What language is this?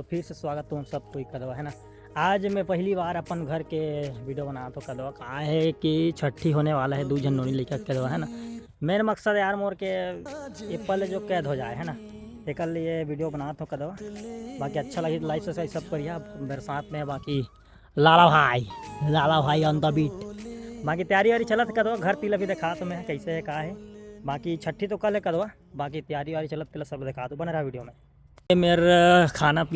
Chhattisgarhi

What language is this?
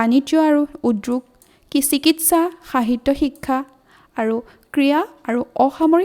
Assamese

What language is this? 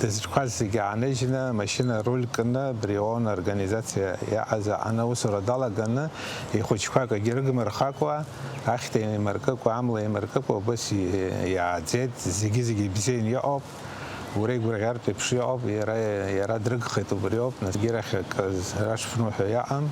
Abkhazian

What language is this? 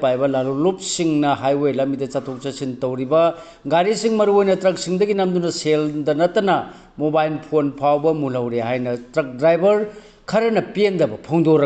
Manipuri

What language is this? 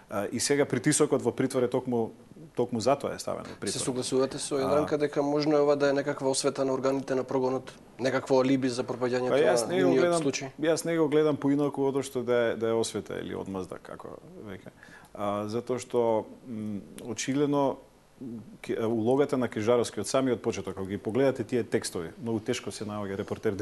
Macedonian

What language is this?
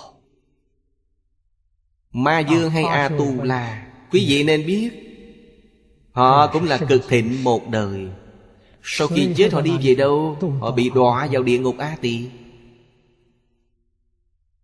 Vietnamese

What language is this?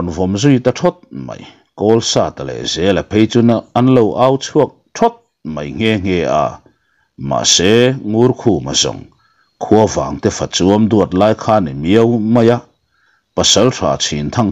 Mizo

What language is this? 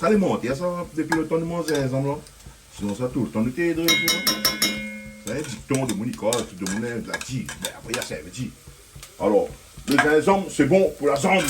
Réunion Creole French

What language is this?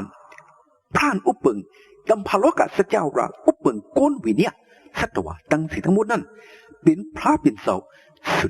Shan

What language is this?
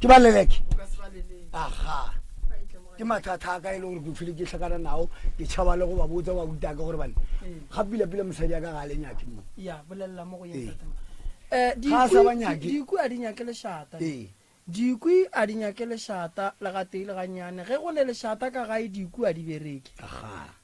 Northern Sotho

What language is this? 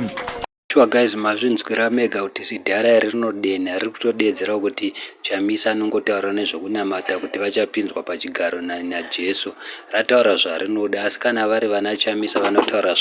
Shona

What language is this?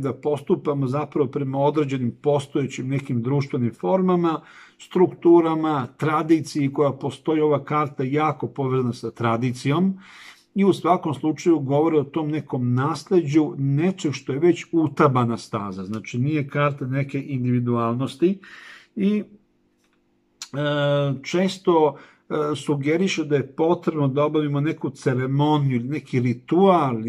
Serbian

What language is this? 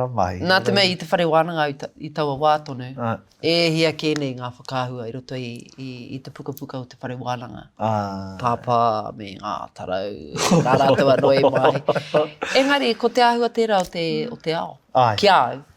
Māori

